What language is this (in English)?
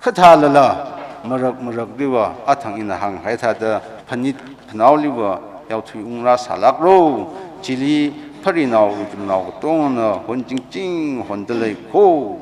Tangkhul Naga (India)